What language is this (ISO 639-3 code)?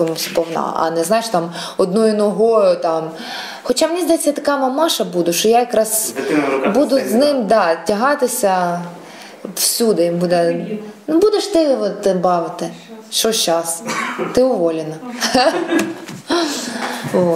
ukr